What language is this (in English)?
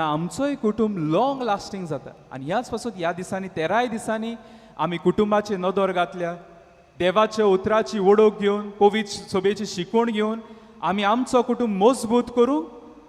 Konkani